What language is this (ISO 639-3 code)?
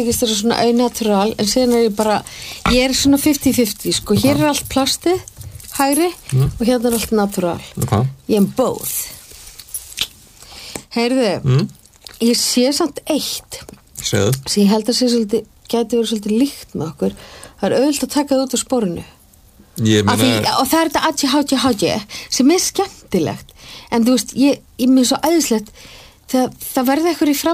isl